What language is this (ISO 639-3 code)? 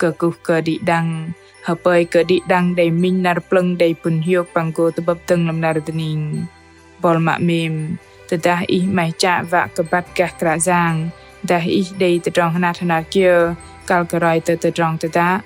bdq